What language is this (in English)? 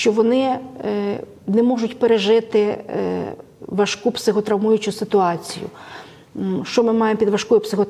Ukrainian